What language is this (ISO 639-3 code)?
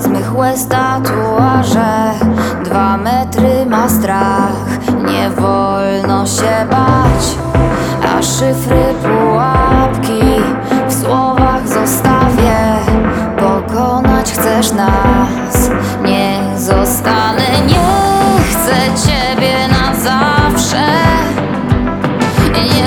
pol